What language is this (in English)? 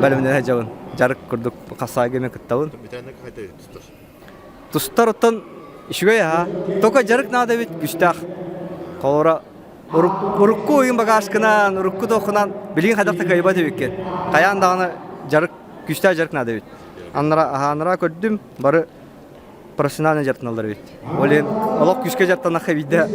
Yakut